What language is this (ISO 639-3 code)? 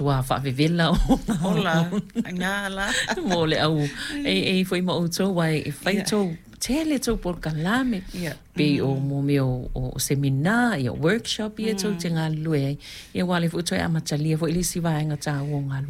smo